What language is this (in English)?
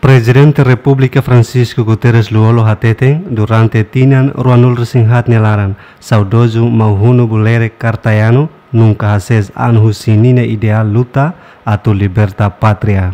Tetum